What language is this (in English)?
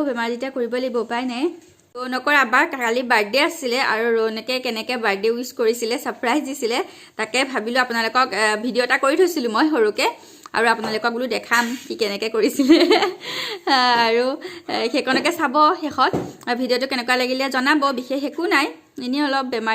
Assamese